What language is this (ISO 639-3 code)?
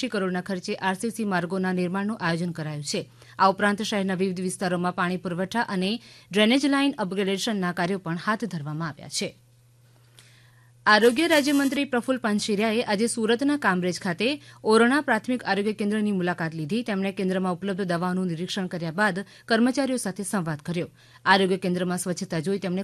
guj